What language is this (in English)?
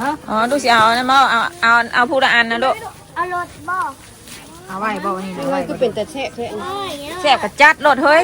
Northeastern Thai